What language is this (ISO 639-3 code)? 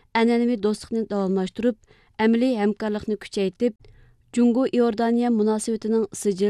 uig